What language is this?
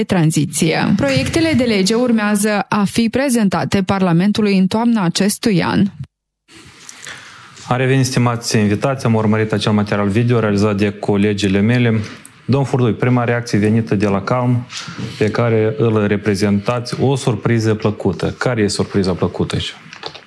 Romanian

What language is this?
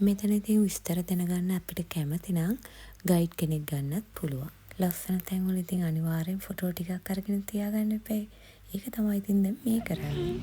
Sinhala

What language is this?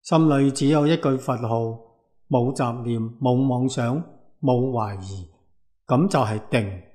Cantonese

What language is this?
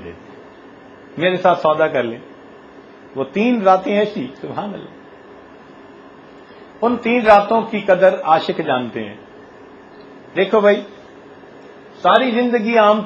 Urdu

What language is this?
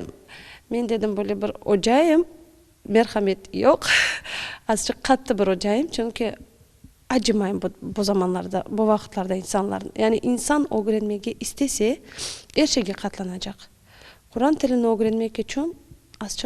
Crimean Tatar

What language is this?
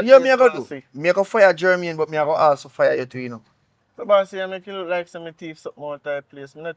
Jamaican Creole English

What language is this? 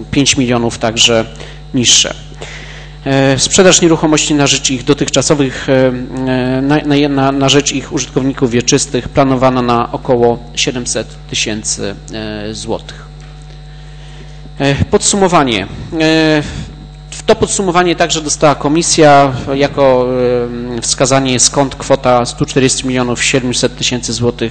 Polish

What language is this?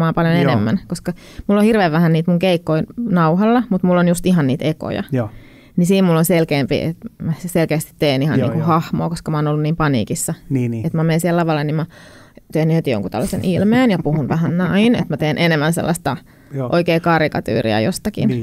Finnish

